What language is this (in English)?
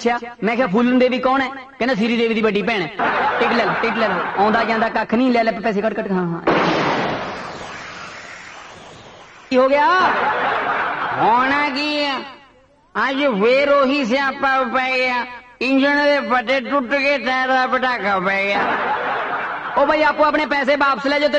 Punjabi